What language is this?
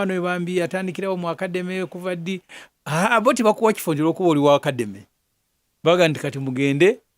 Ganda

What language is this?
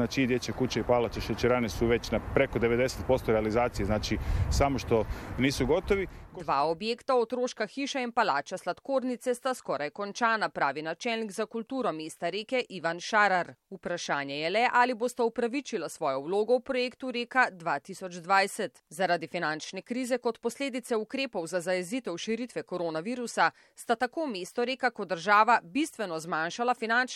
Slovenian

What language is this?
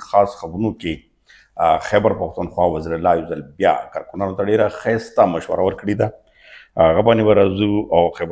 Pashto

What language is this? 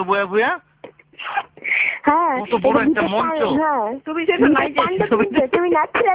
Bangla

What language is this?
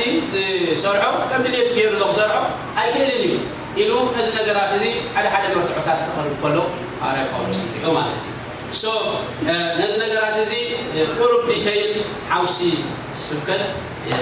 Tigrinya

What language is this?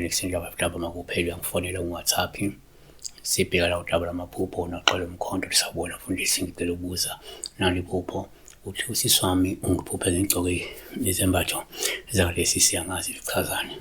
Zulu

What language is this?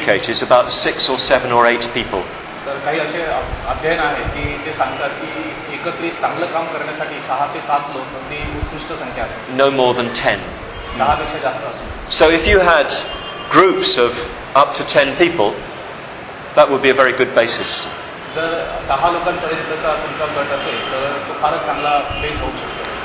Marathi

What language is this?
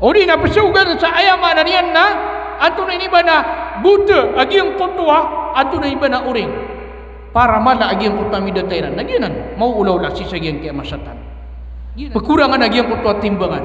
Maranao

